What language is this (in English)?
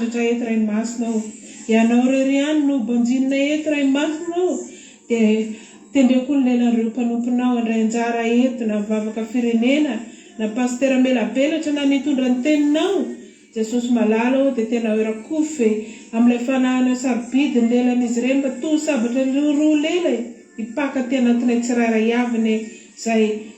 Malagasy